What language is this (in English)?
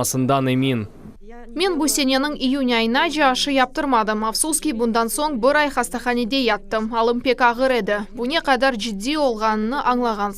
Crimean Tatar